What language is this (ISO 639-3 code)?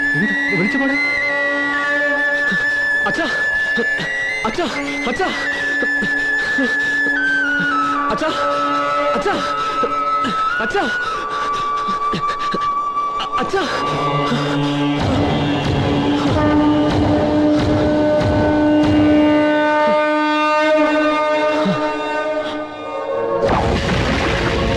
mal